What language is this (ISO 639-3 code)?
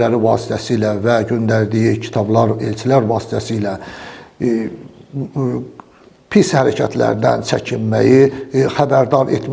aze